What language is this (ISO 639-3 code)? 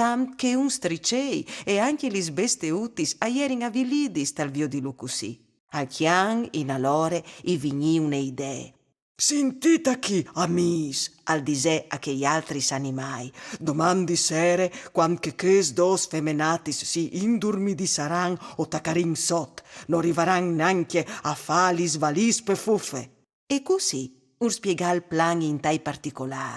fur